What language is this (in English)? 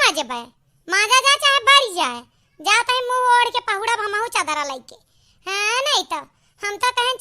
Awadhi